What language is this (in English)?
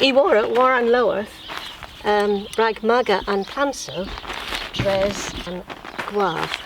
Cornish